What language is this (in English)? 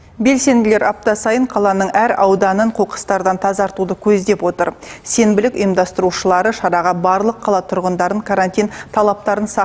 Kazakh